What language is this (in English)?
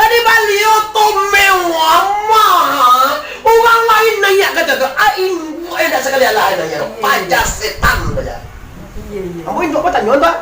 Minangkabau